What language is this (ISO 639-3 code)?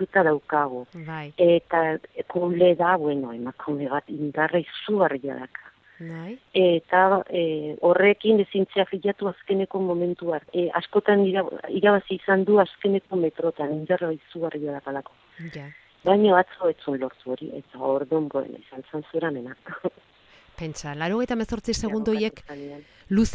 eus